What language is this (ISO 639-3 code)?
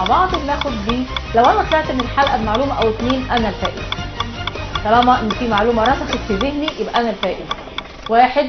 arz